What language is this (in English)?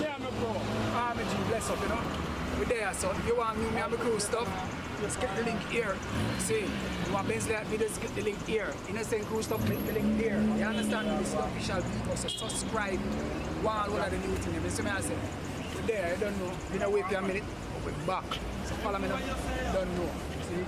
Jamaican Creole English